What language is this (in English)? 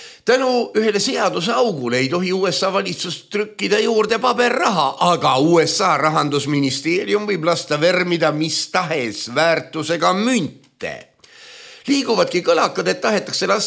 Estonian